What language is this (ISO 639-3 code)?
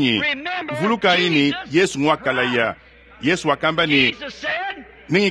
lua